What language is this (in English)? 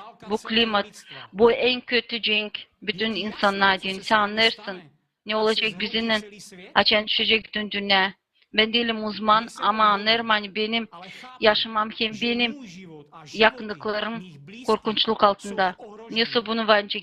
Gagauz